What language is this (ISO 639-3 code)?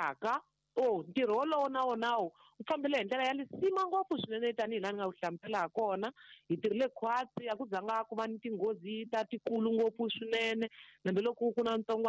tso